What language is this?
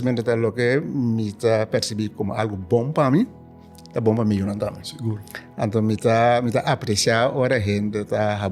Papiamento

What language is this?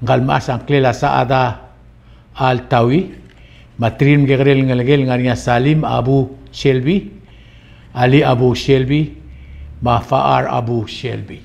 Palauan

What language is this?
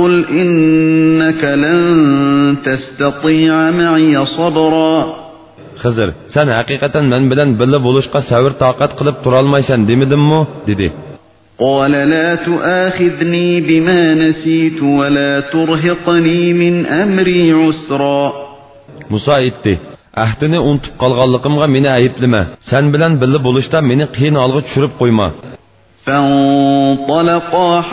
Uyghur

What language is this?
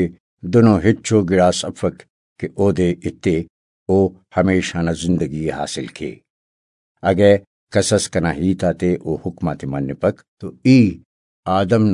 Brahui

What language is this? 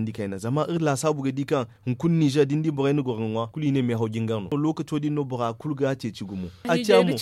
Zarma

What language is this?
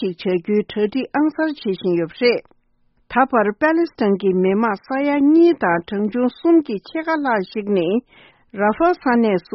Tibetan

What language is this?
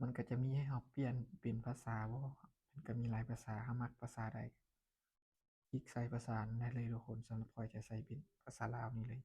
Lao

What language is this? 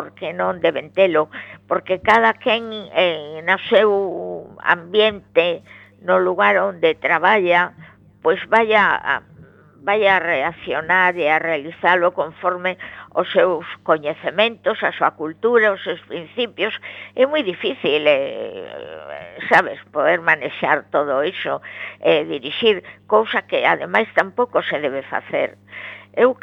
Galician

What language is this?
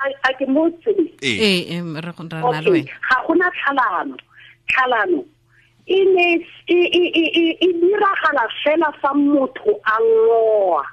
Tswana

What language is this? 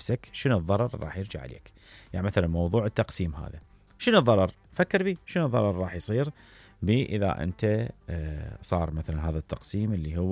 Mesopotamian Arabic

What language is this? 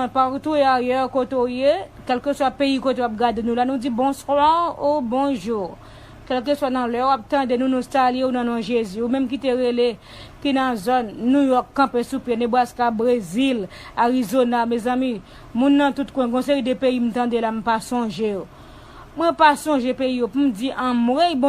Haitian Creole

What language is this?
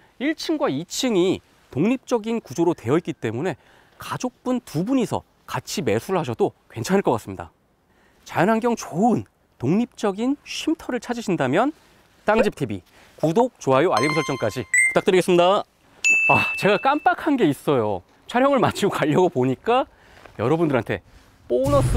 Korean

